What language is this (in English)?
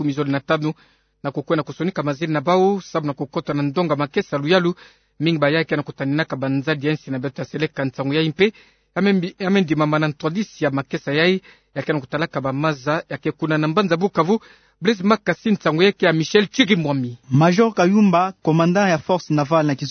Kituba (Democratic Republic of Congo)